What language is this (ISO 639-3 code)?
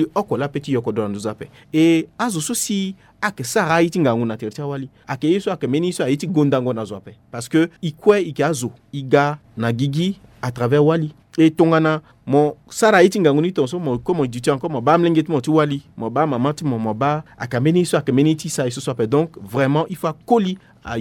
sag